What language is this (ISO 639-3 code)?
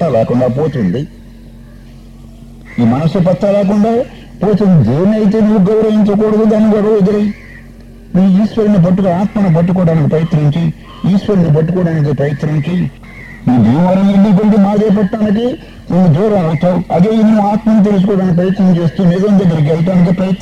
tel